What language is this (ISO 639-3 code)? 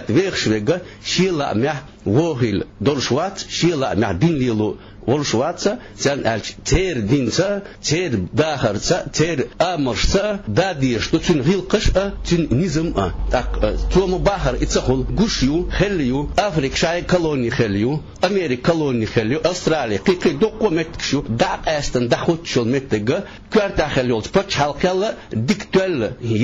che